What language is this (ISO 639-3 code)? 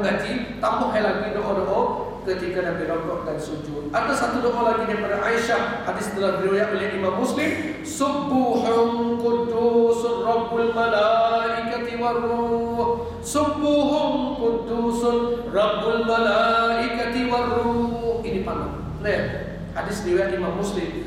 msa